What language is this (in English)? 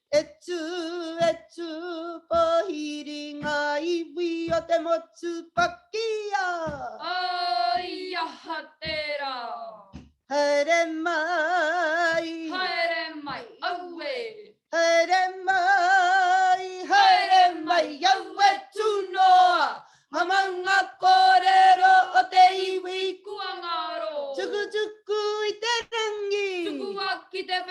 Māori